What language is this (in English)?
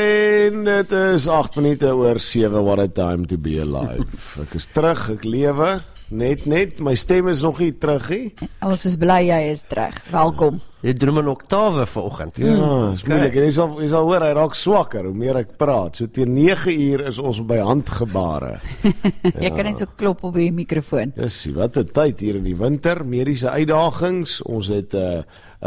Afrikaans